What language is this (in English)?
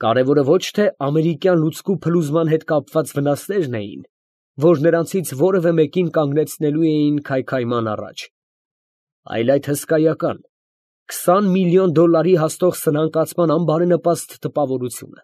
Armenian